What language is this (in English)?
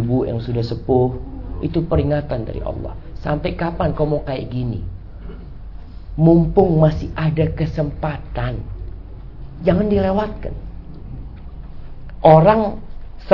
Indonesian